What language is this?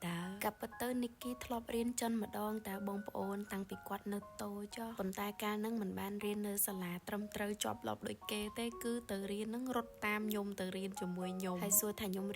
Khmer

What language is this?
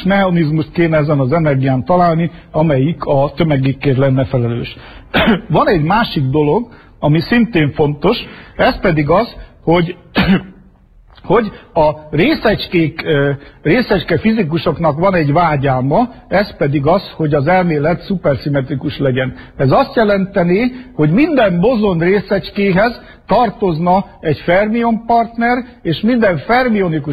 Hungarian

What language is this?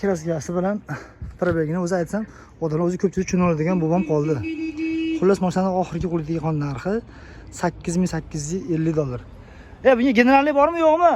Uzbek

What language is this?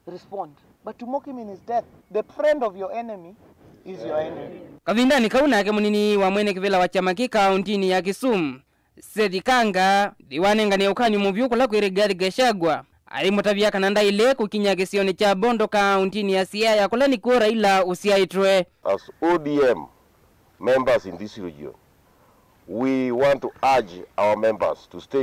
Kamba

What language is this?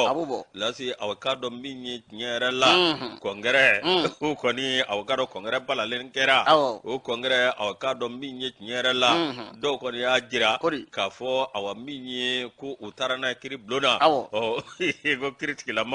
Bambara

